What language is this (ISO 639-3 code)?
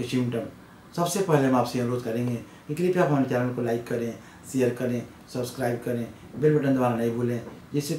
hin